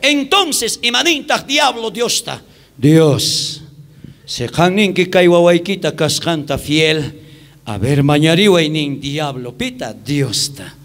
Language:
South Bolivian Quechua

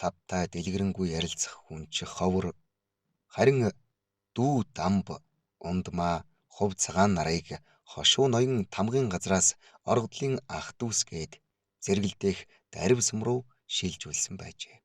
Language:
Mongolian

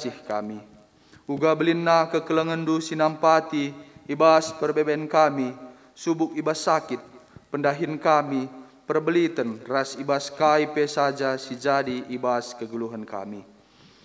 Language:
Batak Karo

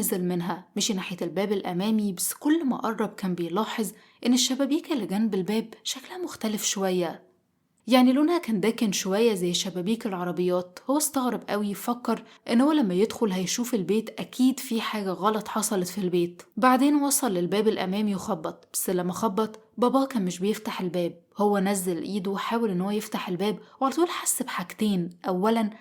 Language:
Egyptian Arabic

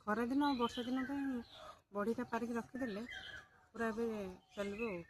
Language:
Odia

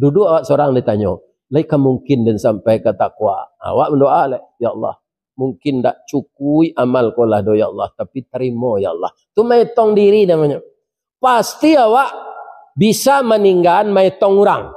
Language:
Minangkabau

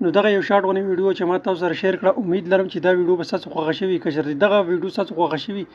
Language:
Pashto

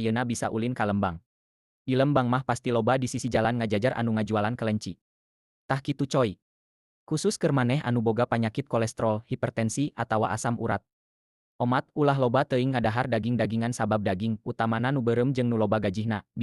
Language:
Sundanese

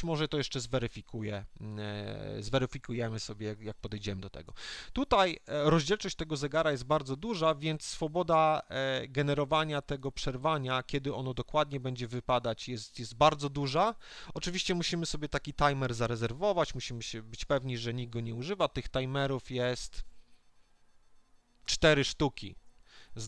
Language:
Polish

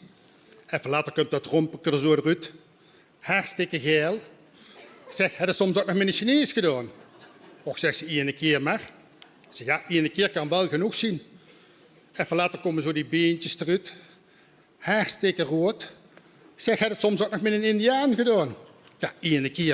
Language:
Limburgish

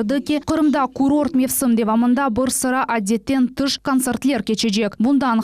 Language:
Crimean Tatar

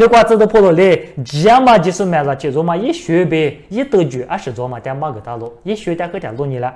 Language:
Lisu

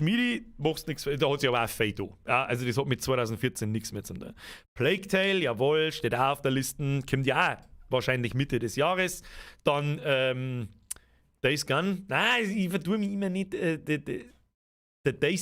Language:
Bavarian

